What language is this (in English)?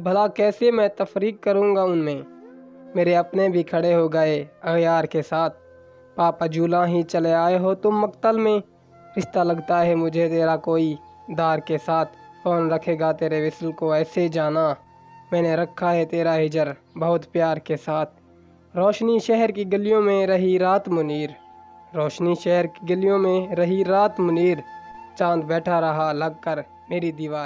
Urdu